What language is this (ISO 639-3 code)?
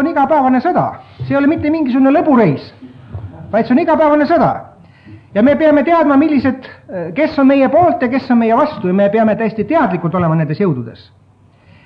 est